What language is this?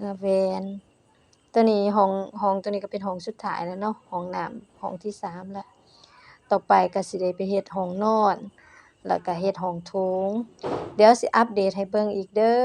Lao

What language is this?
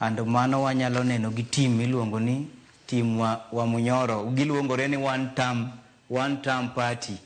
Luo (Kenya and Tanzania)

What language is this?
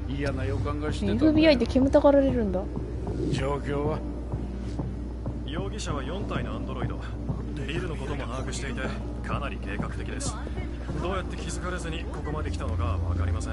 Japanese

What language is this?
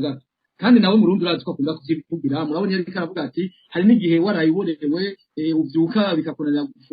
Rundi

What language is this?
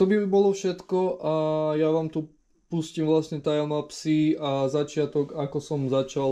Slovak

